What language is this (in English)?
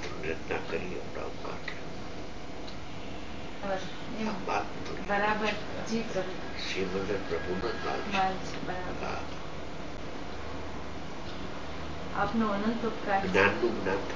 Gujarati